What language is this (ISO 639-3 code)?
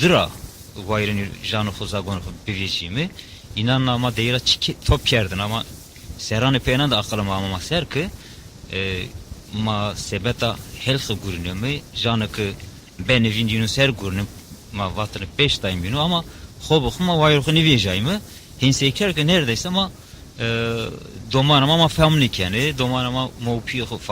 zza